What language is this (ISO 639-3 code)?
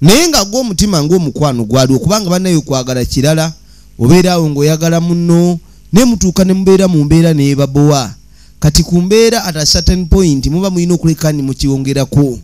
lug